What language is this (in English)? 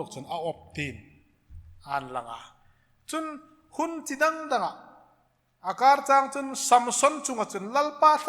Hmar